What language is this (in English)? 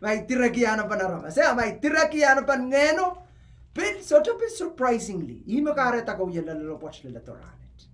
Pohnpeian